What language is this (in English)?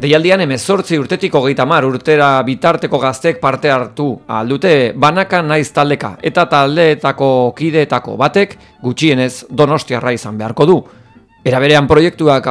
Basque